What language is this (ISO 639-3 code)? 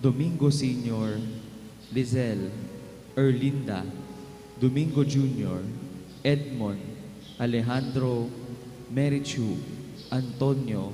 pam